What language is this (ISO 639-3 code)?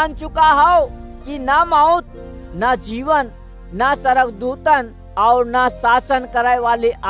awa